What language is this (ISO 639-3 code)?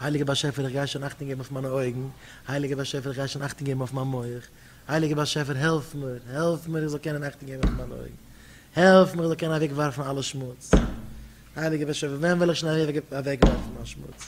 yid